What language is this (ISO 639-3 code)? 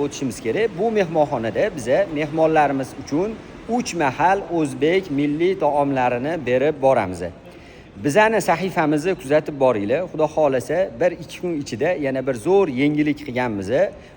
uzb